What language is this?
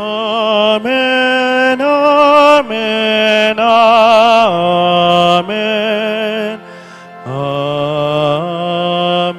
Pampanga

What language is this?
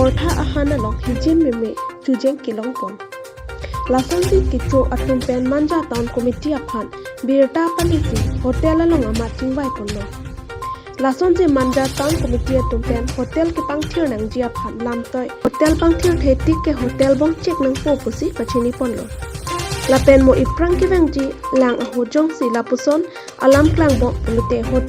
Karbi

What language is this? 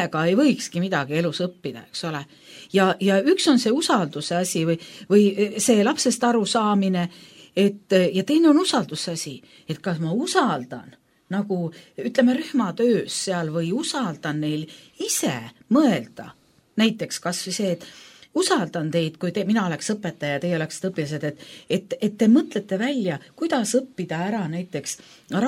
Estonian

